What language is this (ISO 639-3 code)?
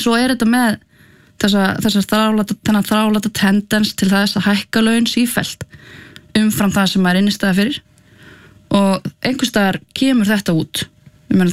isl